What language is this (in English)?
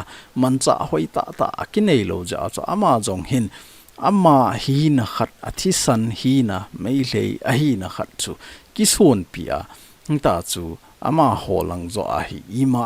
Thado Chin